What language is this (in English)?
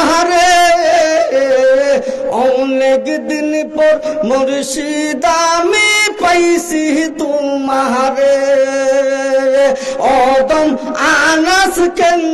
Bangla